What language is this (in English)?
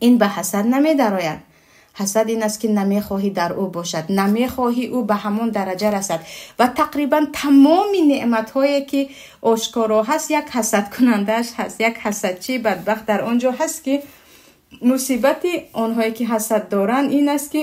Tajik